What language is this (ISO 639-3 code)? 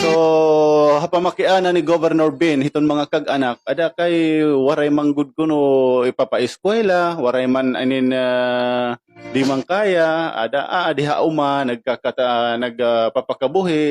war